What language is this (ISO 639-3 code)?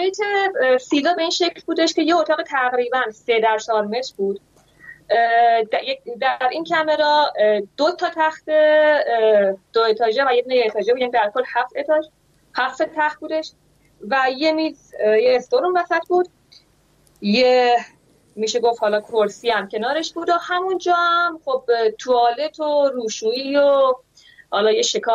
fas